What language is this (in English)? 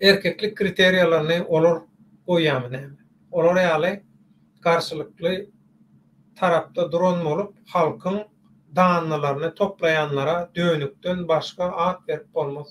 Turkmen